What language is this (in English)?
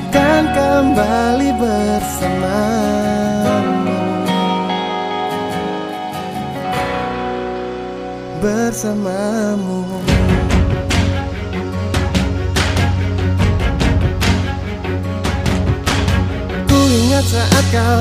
Indonesian